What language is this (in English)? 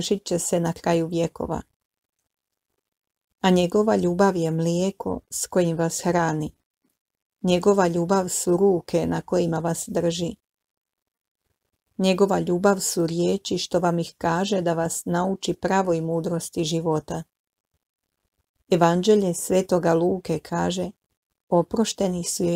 Croatian